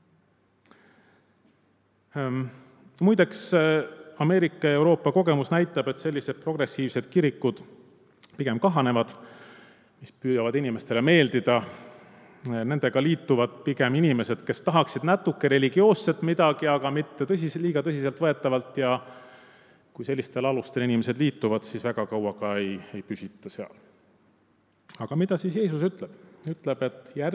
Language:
Estonian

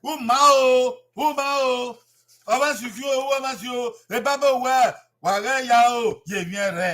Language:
Bini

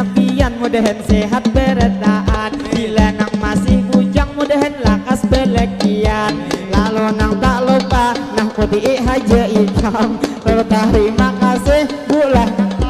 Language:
Banjar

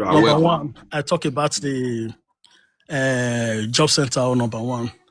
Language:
Nigerian Pidgin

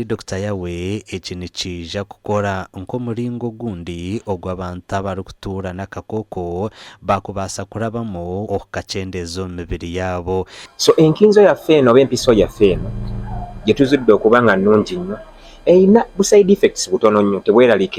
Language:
Nyankole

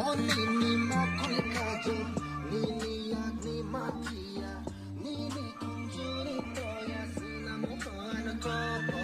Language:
Kok Borok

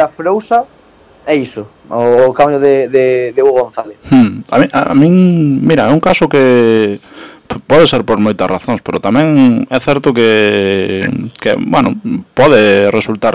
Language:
Galician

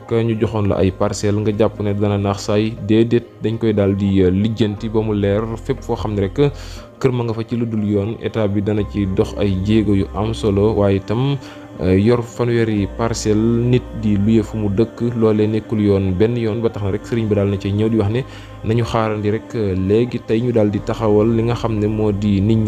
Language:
Wolof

